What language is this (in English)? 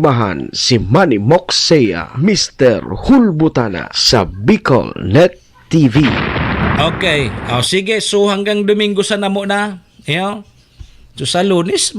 Bikol